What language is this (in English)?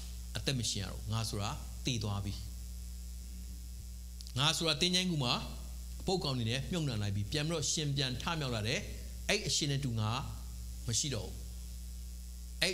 Burmese